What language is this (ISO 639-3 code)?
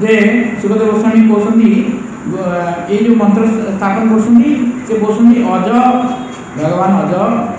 ori